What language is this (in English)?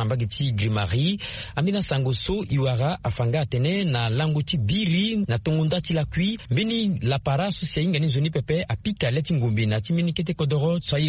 Sango